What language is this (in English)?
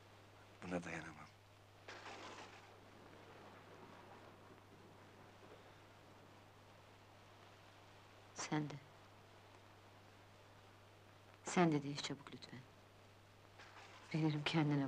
Turkish